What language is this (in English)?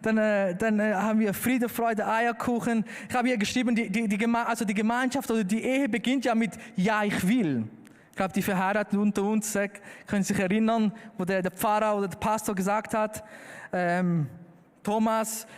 Swiss German